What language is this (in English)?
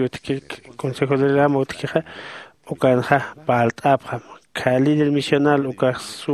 Aymara